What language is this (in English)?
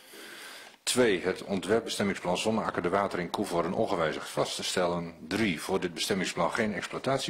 Dutch